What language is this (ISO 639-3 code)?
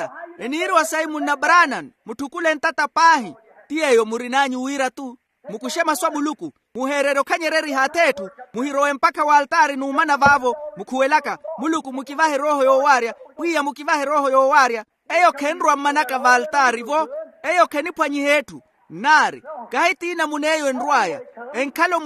vmw